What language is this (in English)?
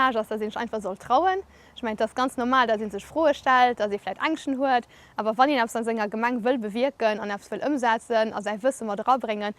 Luxembourgish